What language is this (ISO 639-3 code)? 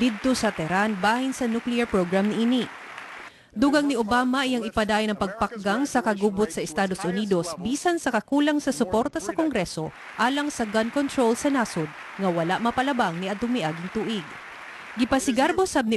ceb